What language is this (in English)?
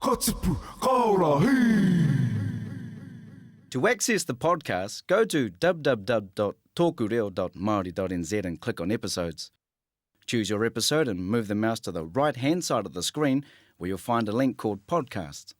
Māori